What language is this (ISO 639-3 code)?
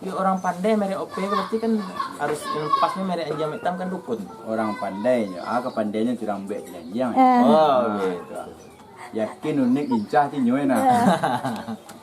min